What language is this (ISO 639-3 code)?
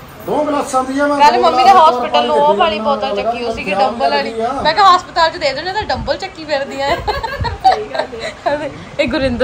pan